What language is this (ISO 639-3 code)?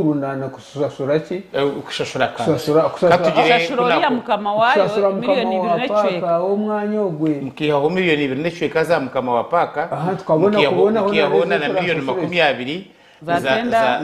nyn